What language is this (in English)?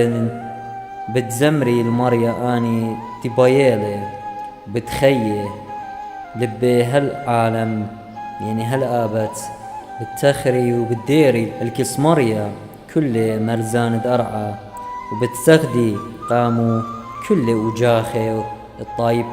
Assyrian Neo-Aramaic